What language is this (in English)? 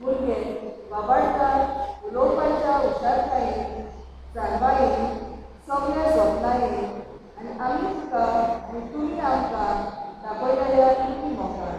Konkani